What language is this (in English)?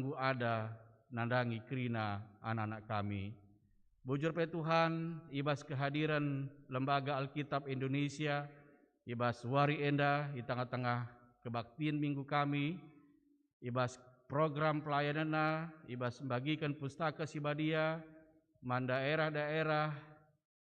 Batak Karo